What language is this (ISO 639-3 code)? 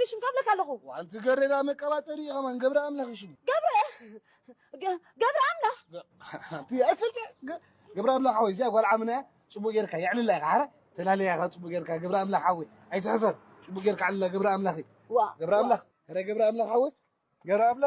tir